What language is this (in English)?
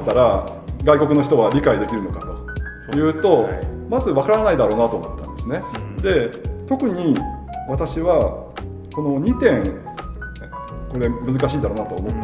Japanese